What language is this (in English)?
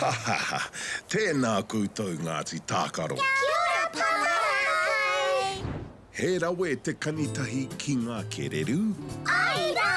Māori